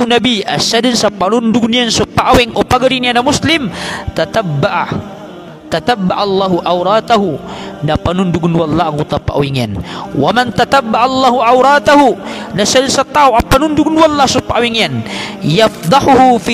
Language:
Maranao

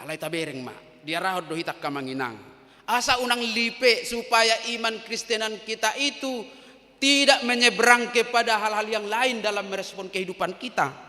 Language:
Batak Toba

